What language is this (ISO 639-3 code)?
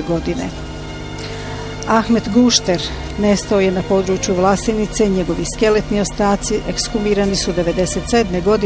bos